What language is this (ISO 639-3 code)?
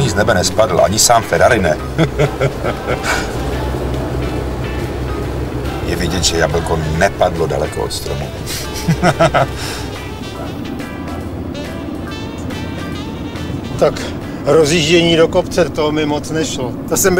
ces